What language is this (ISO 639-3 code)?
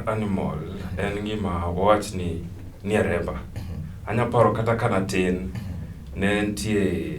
luo